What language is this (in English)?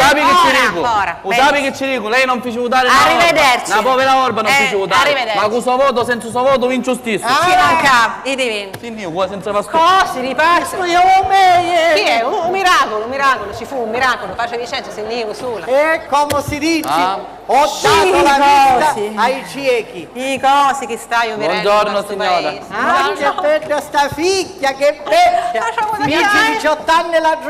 Sicilian